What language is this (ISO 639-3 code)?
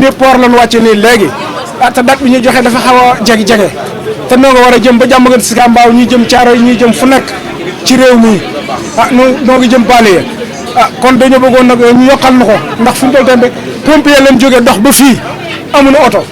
wol